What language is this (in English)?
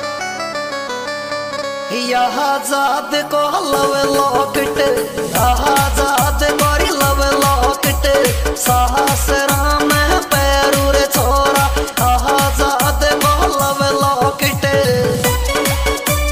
Hindi